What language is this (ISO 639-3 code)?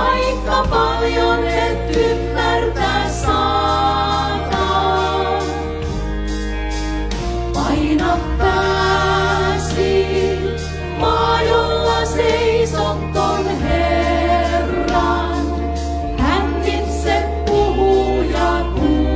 fin